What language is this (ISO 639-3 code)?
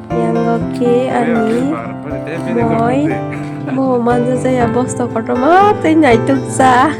trp